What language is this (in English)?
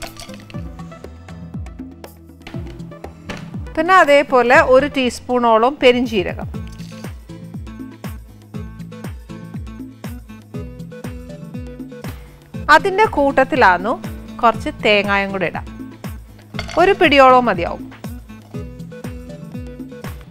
Malayalam